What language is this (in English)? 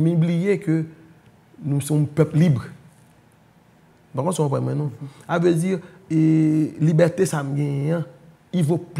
Haitian Creole